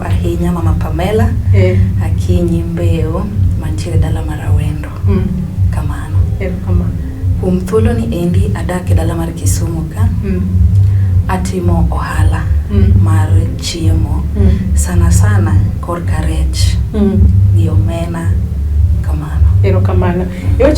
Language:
Luo (Kenya and Tanzania)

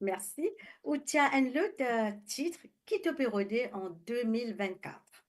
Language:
Morisyen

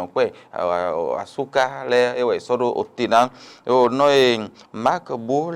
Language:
Fon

